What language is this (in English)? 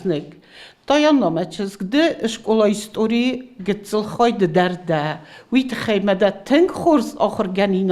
Ossetic